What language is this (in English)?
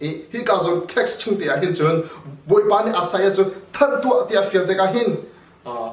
Hakha Chin